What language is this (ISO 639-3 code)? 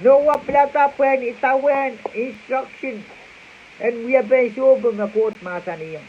pon